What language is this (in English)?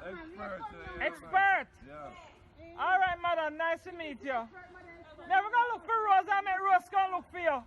Jamaican Creole English